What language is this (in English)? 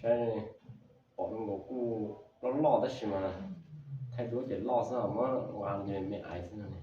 Hmong